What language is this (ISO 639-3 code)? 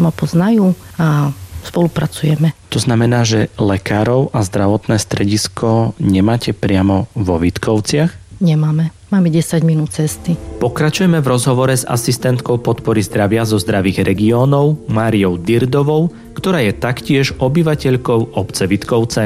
slk